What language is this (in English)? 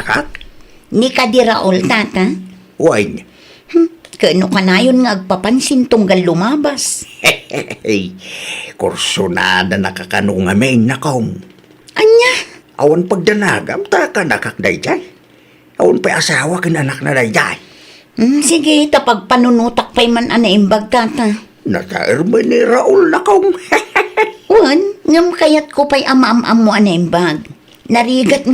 Iloko